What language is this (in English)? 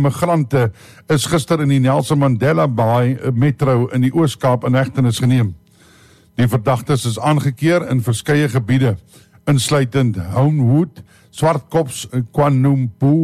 Afrikaans